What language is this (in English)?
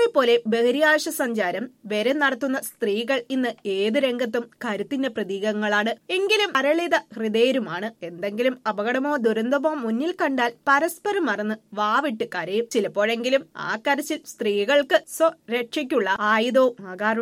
Malayalam